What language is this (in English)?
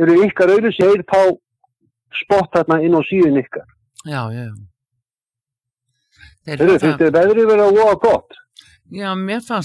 Icelandic